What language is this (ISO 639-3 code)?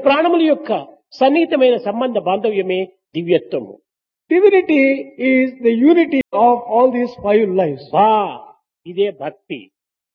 tel